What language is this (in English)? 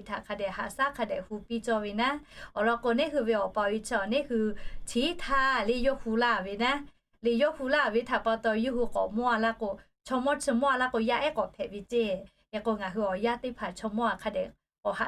Lahu